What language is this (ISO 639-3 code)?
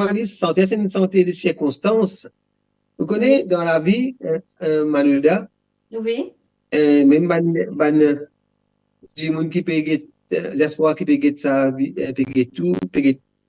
mfe